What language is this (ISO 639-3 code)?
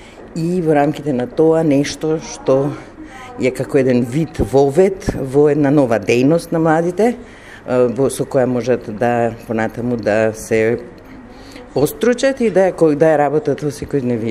mkd